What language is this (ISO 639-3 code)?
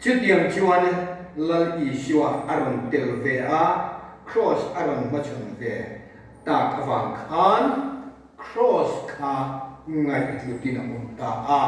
lus